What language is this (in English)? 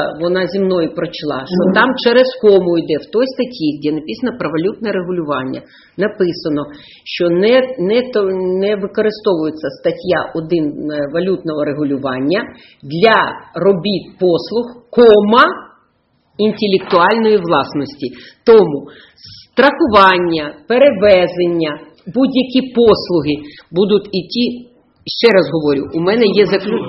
Ukrainian